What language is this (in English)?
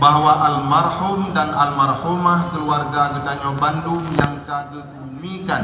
Achinese